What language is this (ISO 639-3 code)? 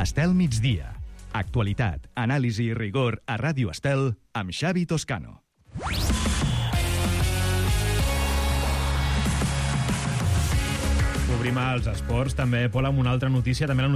cat